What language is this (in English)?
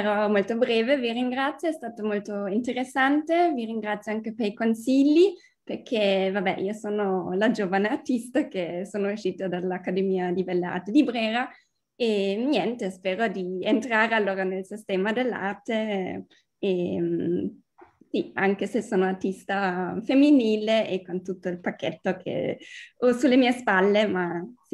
Italian